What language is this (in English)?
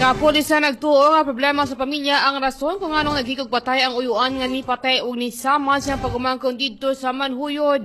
Cebuano